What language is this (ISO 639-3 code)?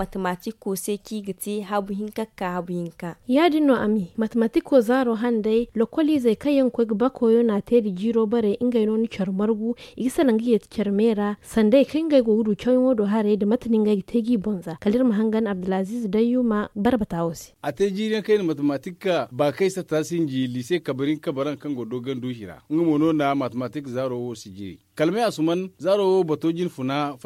dje